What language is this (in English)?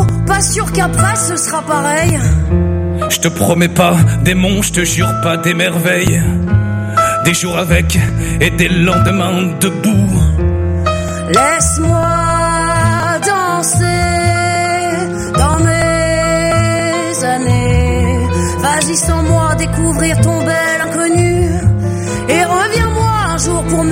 French